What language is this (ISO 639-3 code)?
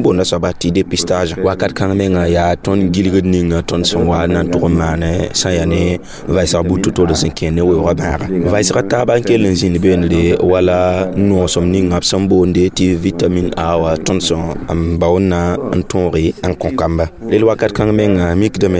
mos